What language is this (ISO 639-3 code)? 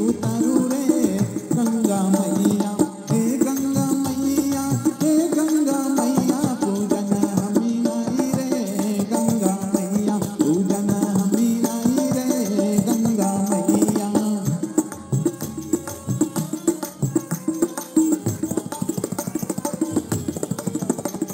bho